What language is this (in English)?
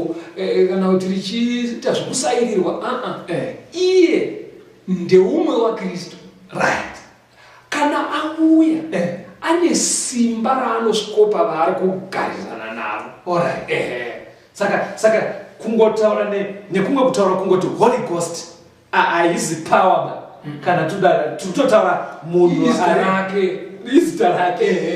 Shona